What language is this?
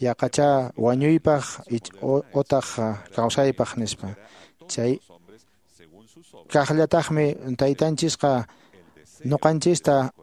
Quechua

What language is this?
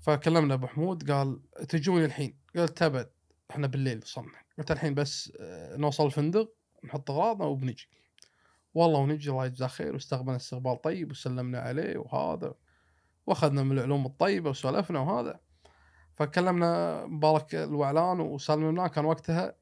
Gulf Arabic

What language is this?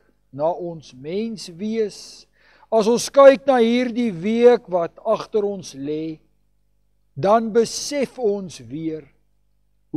Afrikaans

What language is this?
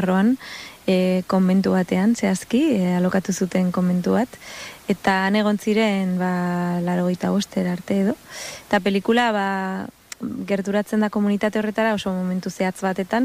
Basque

